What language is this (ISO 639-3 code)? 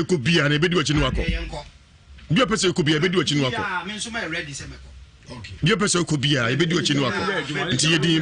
aka